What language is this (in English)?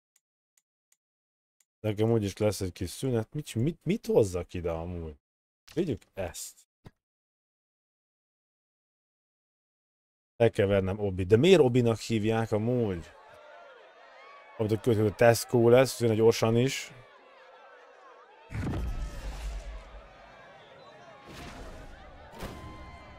Hungarian